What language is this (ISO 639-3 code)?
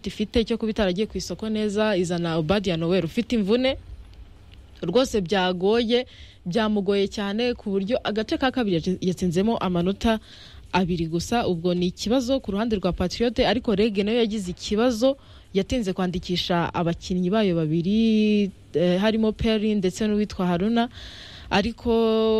kin